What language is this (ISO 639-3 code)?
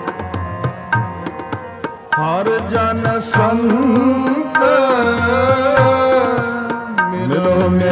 pan